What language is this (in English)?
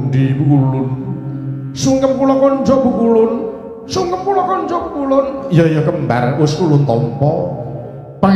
Javanese